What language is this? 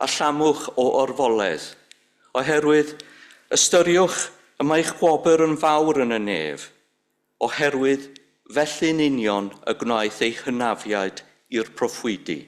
Welsh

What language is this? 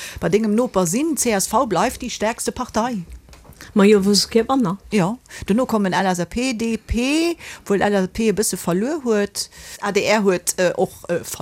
Luxembourgish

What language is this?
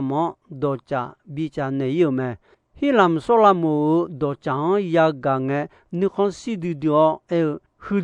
Akha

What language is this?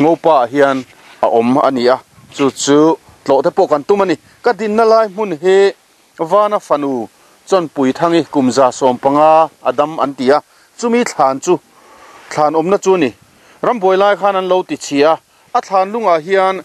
Mizo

